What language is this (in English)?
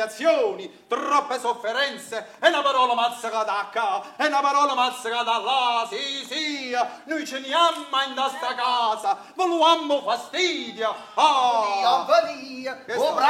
Neapolitan